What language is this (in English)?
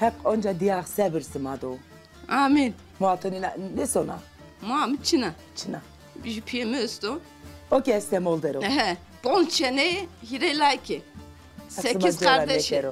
Zaza